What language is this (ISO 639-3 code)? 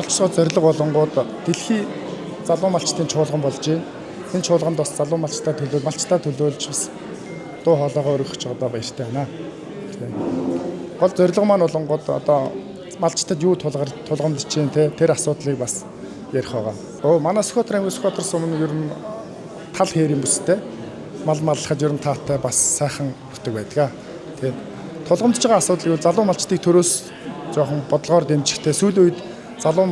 mon